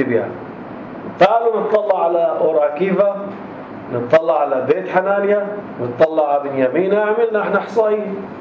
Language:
North Levantine Arabic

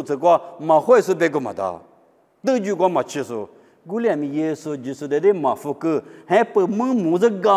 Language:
Lisu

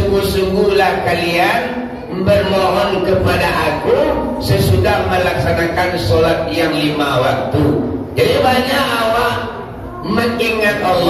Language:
Minangkabau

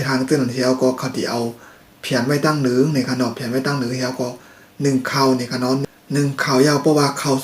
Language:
Shan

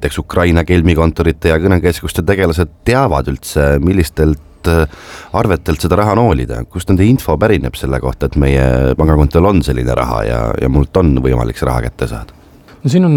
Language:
Estonian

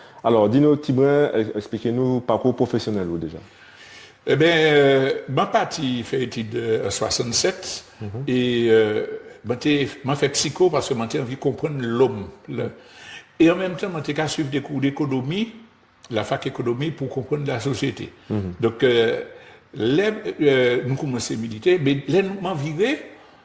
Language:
Guadeloupean Creole French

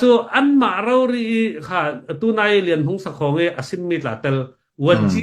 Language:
Hakha Chin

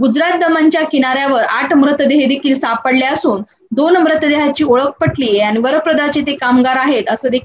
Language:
Marathi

